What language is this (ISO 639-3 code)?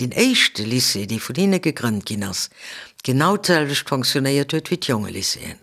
ltz